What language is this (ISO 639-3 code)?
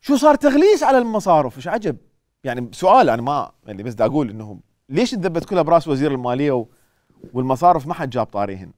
acm